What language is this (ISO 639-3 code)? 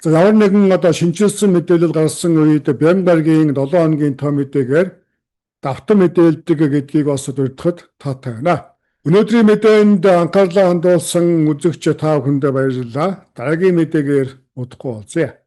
mon